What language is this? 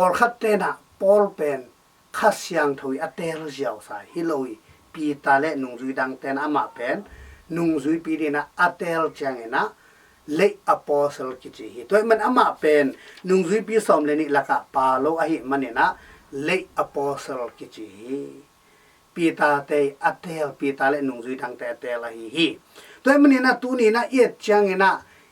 Tedim Chin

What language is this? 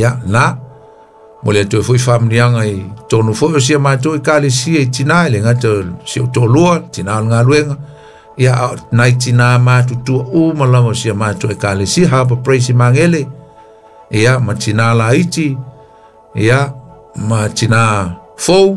Samoan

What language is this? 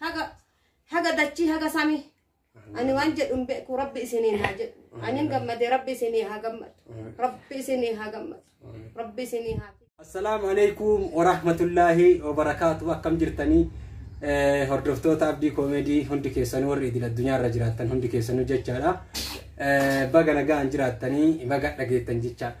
Oromo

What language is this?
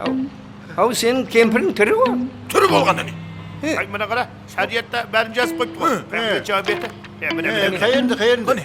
Kara-Kalpak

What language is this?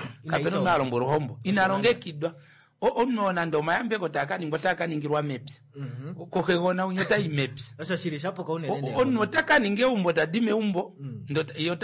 Kuanyama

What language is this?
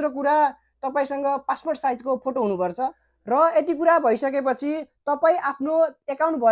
Nepali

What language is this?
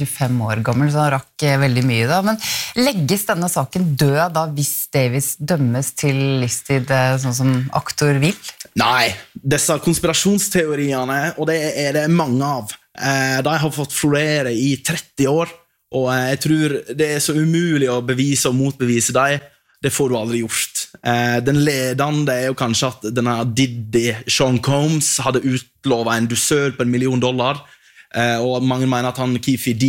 Norwegian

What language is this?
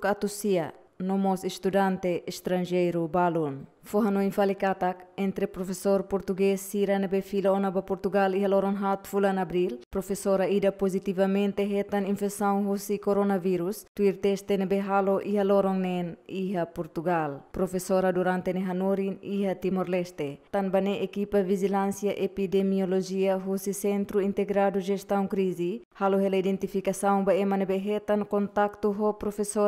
Tetum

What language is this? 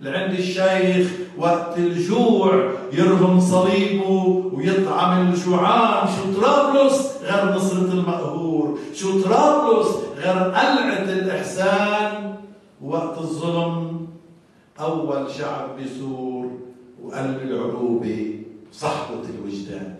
North Levantine Arabic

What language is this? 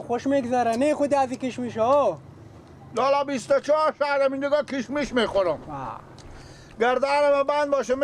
Persian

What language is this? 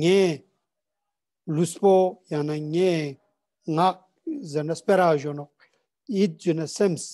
Ladakhi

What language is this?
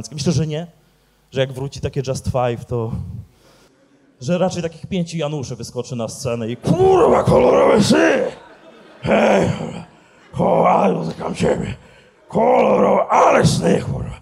Polish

